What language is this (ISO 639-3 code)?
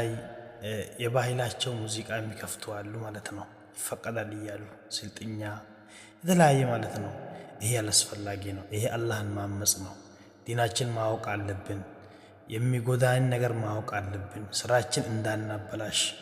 amh